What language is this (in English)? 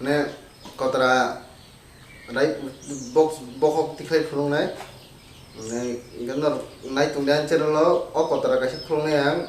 Kok Borok